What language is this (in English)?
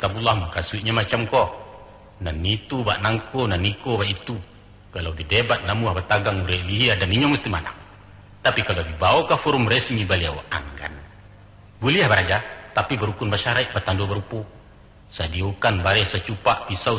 Minangkabau